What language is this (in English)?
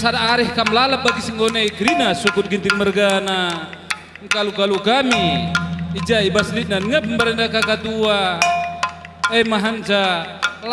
Batak Karo